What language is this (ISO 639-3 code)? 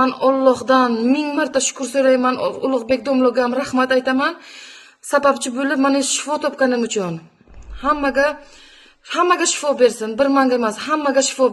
uzb